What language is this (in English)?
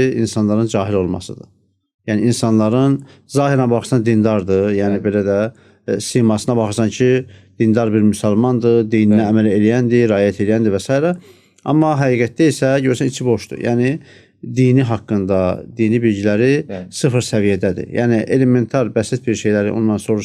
Azerbaijani